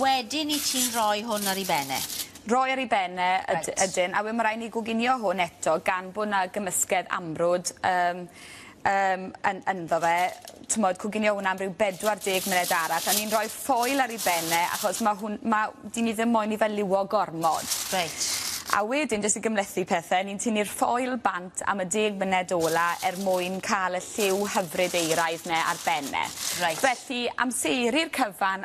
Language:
Welsh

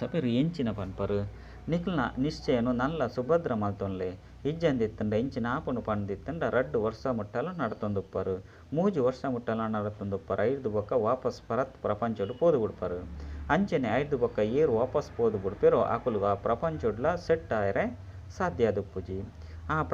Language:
Tulu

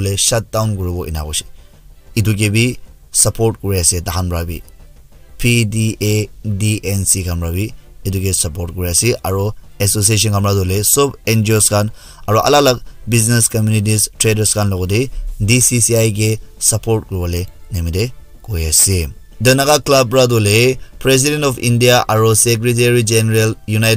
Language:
Naga Pidgin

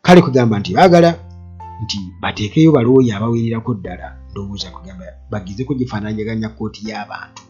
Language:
Ganda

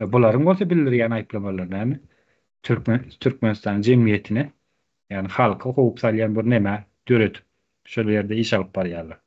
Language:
Turkmen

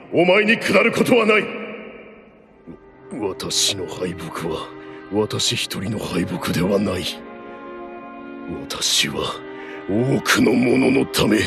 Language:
Japanese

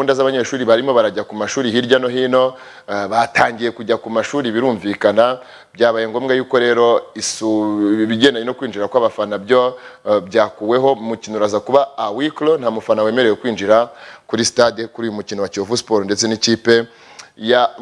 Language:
Kinyarwanda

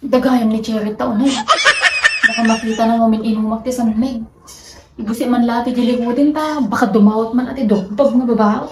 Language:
Iloko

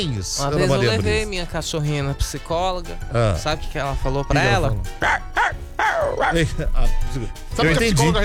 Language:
Portuguese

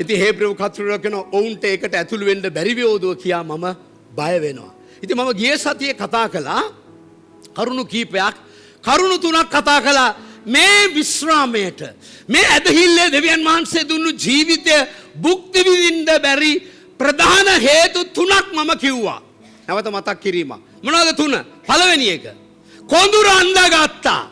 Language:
Sinhala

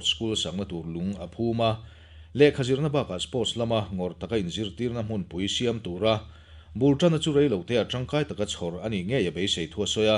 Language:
Mizo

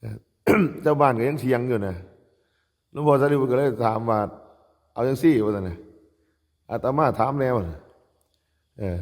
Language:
Northeastern Thai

